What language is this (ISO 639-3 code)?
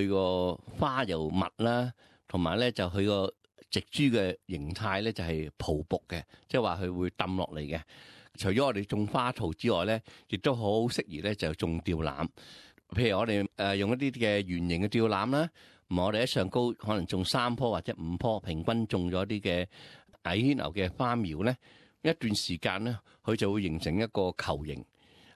yue